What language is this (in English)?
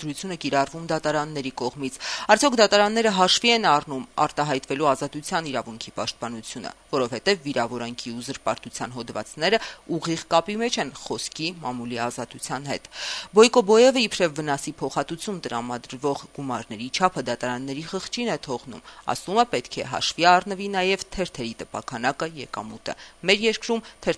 Armenian